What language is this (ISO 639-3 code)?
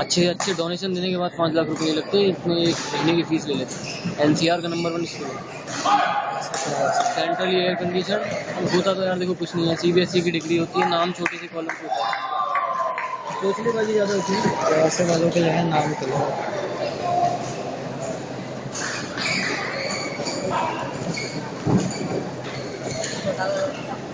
hin